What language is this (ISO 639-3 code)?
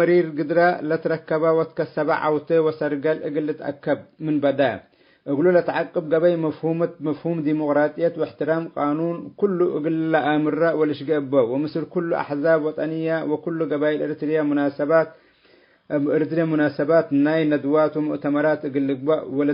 tig